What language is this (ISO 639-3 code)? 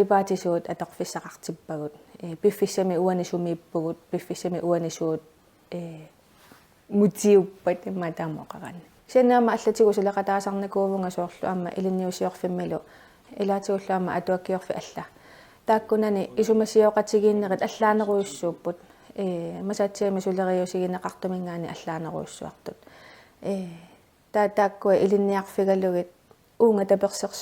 kal